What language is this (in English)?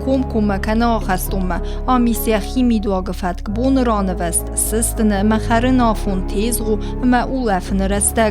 Ossetic